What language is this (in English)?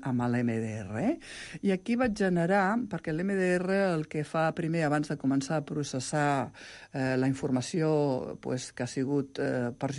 Catalan